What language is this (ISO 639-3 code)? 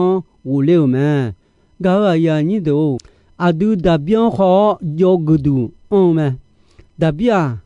ahk